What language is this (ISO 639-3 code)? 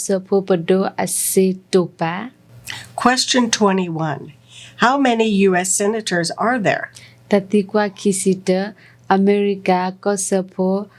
ksw